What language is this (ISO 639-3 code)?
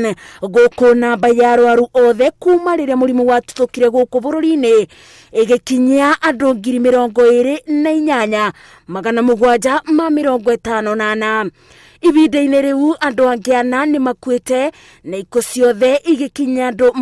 kik